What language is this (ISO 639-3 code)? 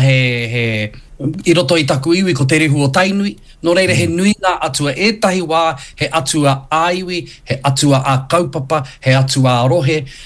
mri